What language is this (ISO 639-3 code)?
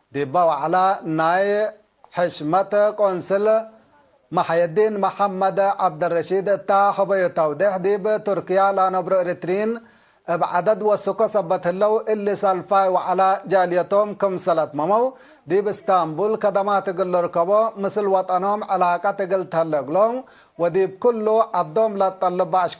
tig